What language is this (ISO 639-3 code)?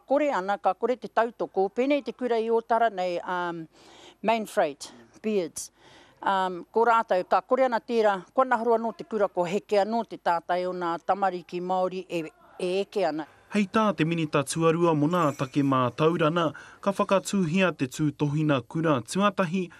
mri